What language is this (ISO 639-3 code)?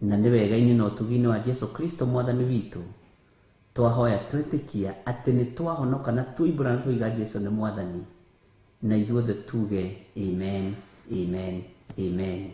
kik